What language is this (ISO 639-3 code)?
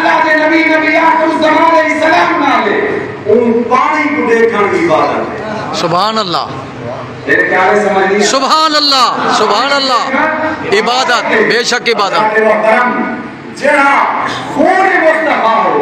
skr